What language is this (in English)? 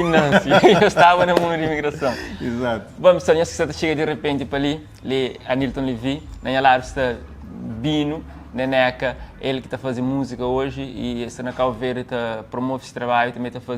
Kabuverdianu